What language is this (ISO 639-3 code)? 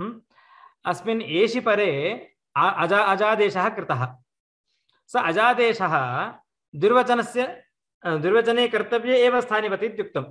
san